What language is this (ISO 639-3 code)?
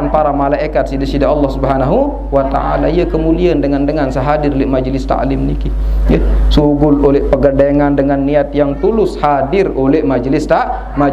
sas